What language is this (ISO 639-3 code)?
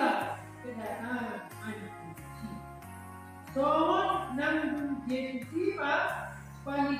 bbc